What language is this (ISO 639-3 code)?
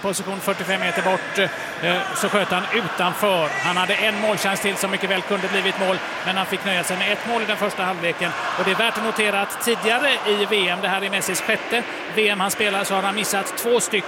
swe